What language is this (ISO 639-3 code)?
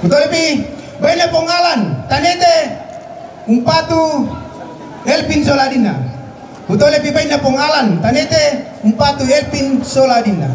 sda